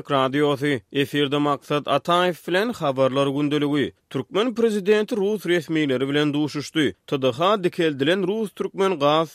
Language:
Turkmen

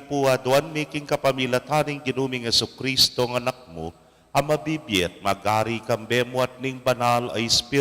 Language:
Pampanga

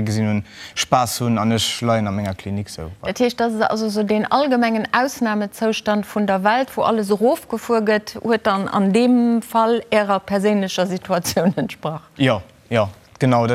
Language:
Luxembourgish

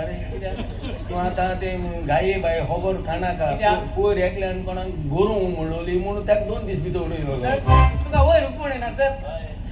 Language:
Konkani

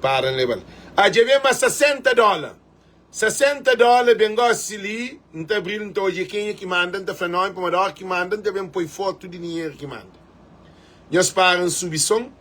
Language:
Kabuverdianu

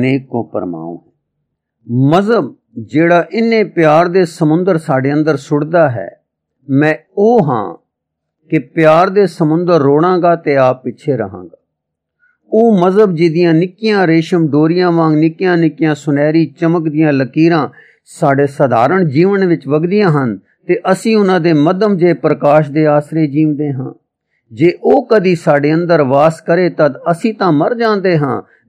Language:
Punjabi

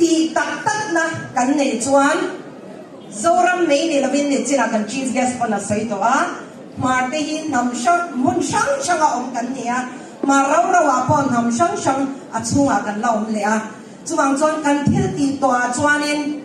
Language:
Mizo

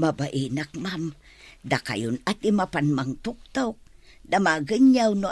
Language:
Iloko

